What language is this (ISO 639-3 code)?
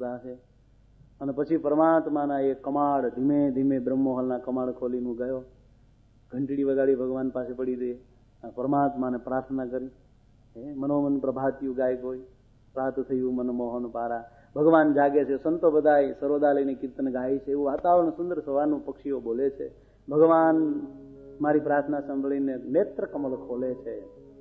guj